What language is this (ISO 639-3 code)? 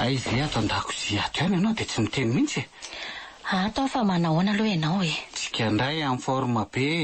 mlg